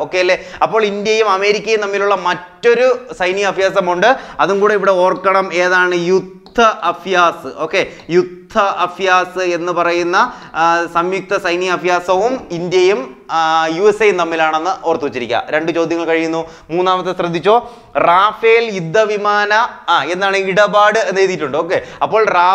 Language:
Malayalam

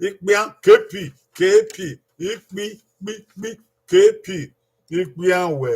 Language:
Bini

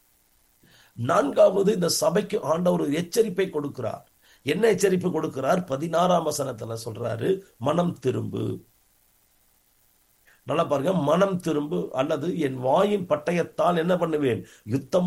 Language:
Tamil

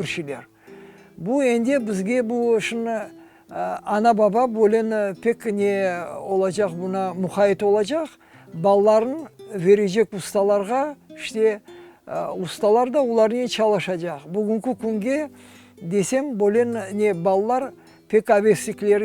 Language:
Crimean Tatar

